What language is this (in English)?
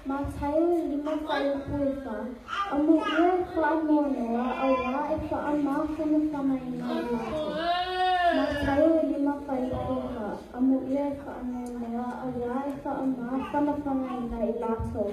Samoan